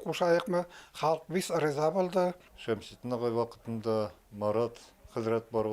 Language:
Bashkir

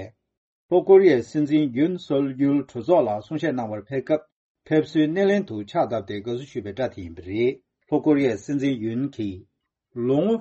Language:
Tibetan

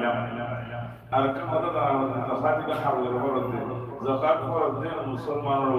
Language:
Rohingya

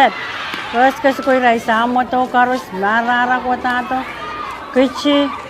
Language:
Pohnpeian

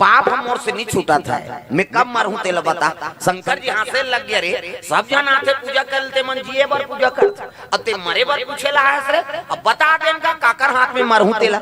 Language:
Chhattisgarhi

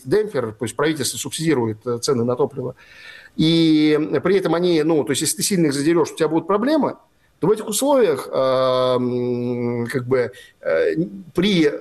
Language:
Russian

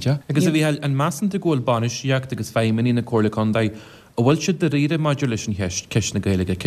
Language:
Irish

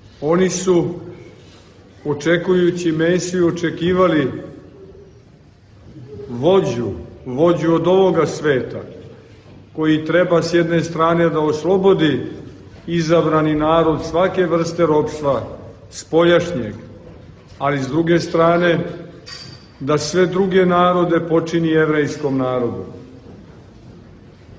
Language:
Serbian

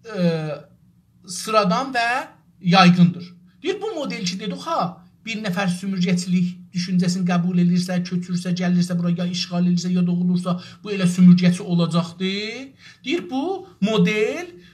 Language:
South Azerbaijani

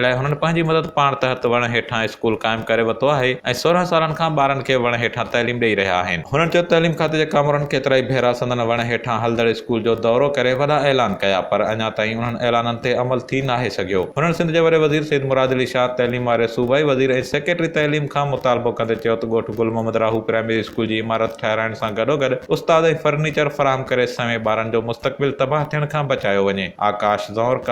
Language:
Sindhi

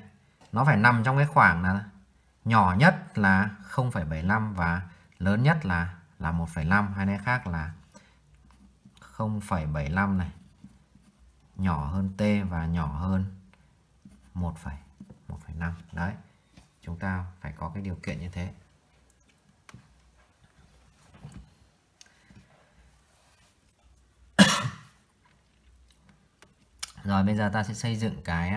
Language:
Vietnamese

